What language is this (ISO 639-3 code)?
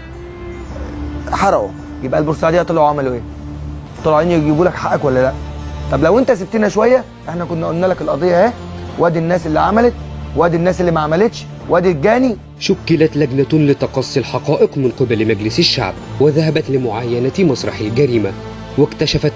arz